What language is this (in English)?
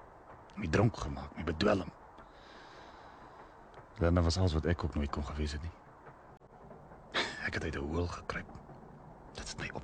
Afrikaans